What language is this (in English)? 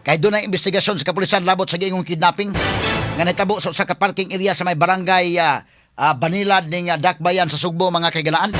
Cebuano